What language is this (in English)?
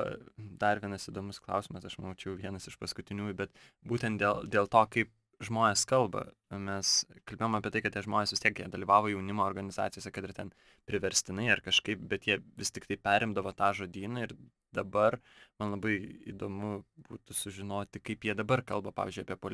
Lithuanian